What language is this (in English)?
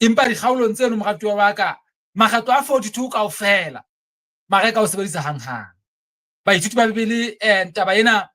Southern Sotho